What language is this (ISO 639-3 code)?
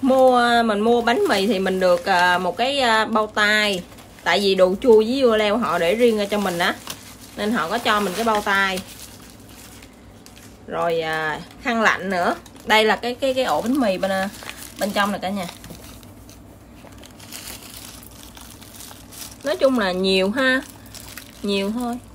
vie